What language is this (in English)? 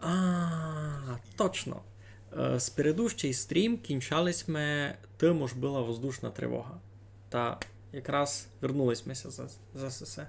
Rusyn